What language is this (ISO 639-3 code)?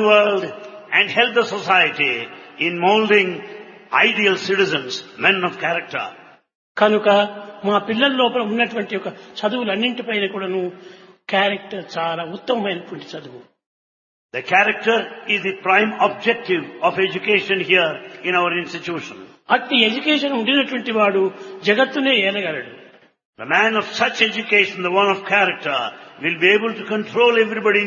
tel